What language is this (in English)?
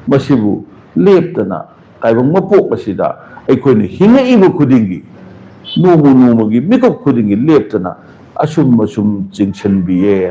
Manipuri